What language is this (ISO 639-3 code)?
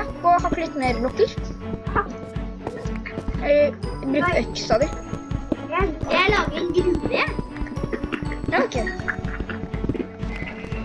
nor